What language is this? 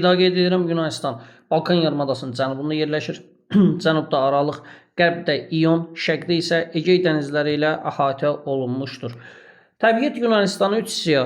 Azerbaijani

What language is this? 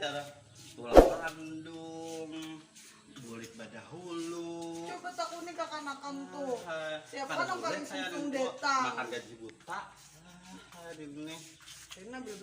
Banjar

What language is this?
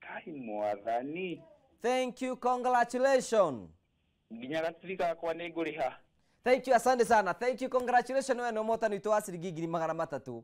Kikuyu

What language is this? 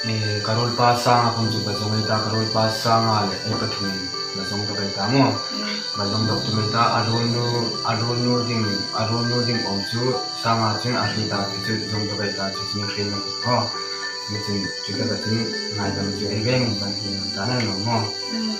Hmar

